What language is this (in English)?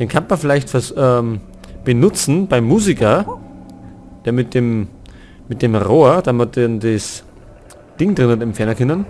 Bavarian